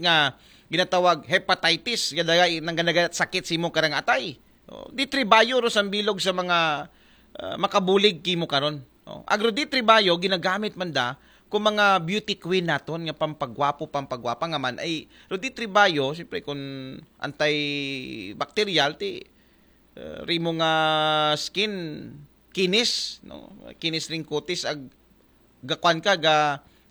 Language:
Aklanon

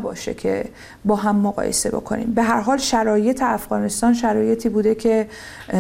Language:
Persian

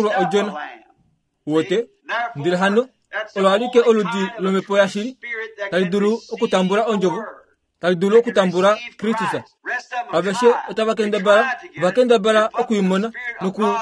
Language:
Kuanyama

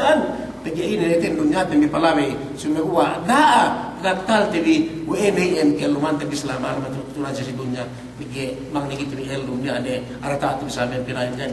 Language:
Yakan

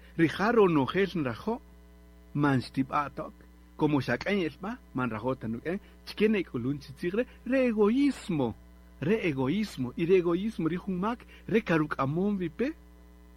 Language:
Kaqchikel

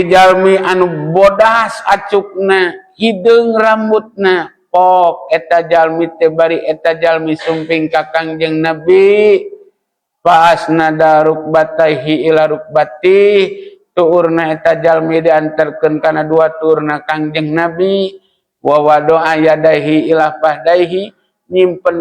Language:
Sundanese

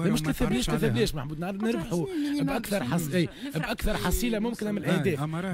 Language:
Tunisian Arabic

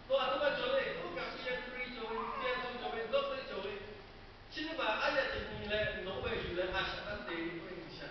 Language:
Lahu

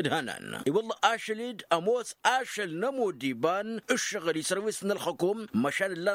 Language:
Tamasheq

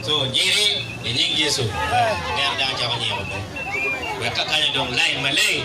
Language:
Acoli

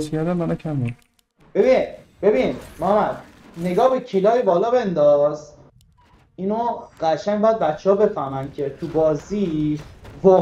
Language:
Persian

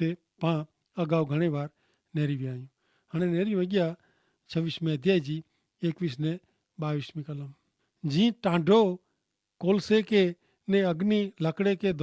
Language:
Kachhi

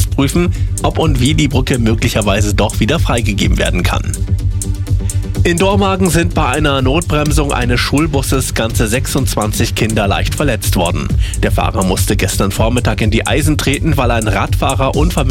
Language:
German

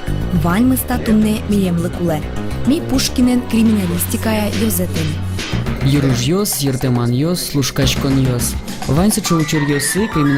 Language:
Udmurt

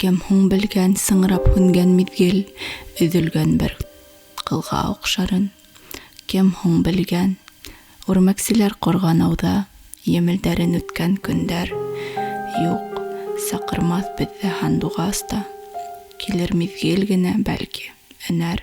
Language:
Bashkir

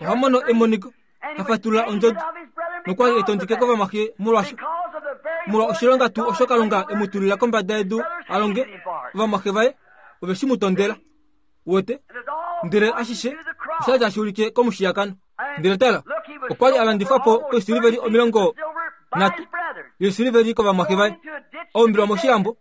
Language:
Kuanyama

